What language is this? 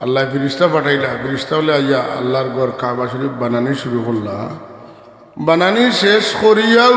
Sylheti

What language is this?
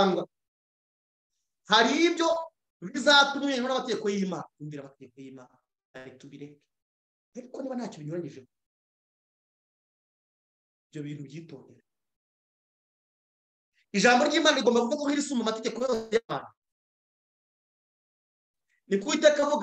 Kinyarwanda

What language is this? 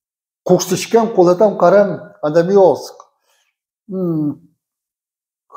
Udmurt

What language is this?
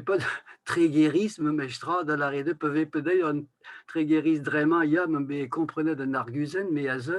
Breton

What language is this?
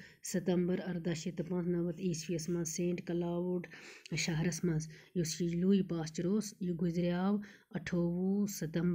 Kashmiri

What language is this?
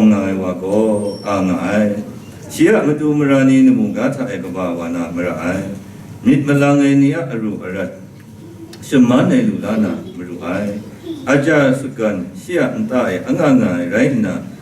Kachin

